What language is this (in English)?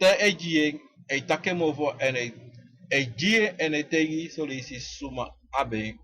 Sranan Tongo